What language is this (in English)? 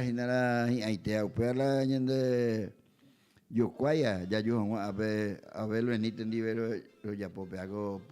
Guarani